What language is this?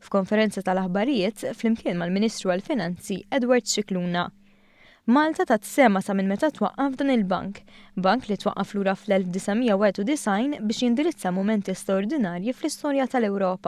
Maltese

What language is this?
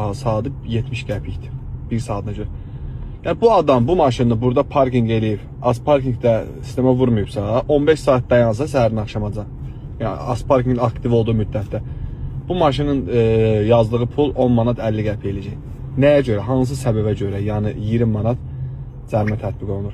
Azerbaijani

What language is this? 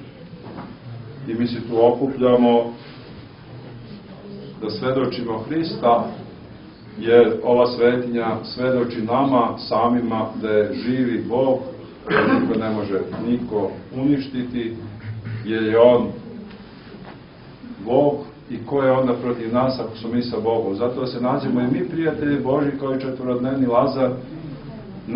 Serbian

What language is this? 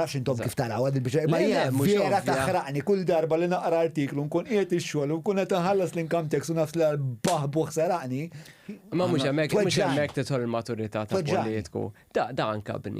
Maltese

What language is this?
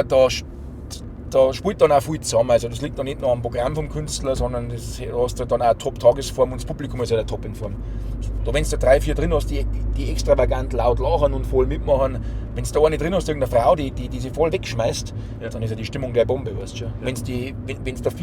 Bavarian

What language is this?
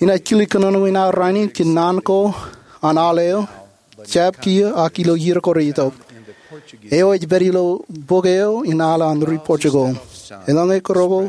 Marshallese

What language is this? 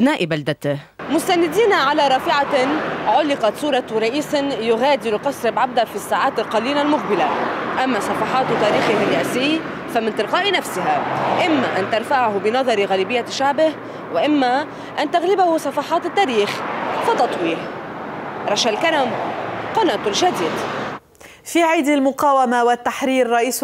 Arabic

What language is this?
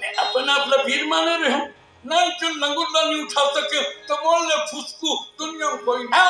Chhattisgarhi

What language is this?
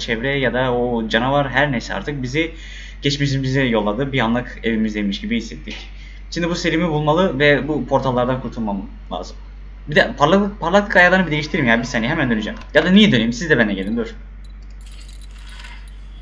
Turkish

